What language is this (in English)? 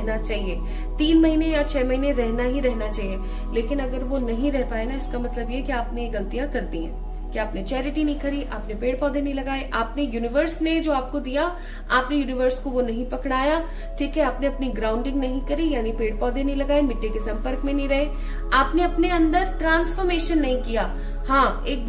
Hindi